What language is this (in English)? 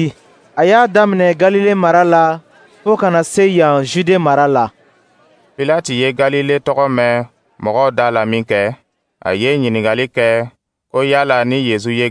Dyula